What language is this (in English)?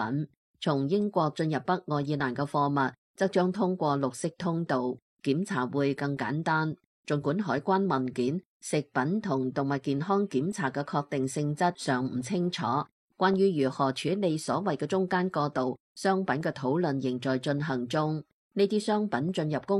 Cantonese